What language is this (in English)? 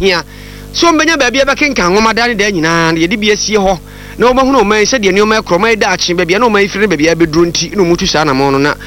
Akan